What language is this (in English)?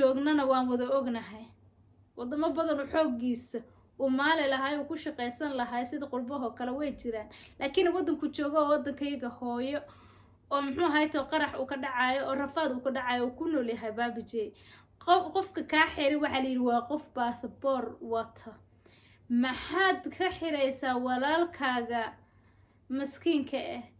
Somali